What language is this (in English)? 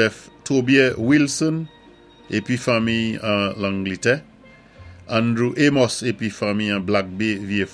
Saint Lucian Creole French